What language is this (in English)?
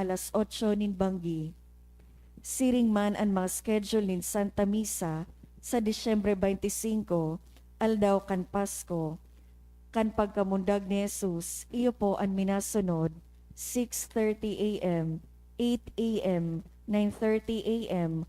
Bikol